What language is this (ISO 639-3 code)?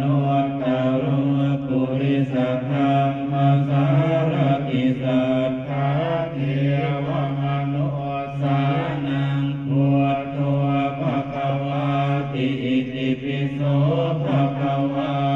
pli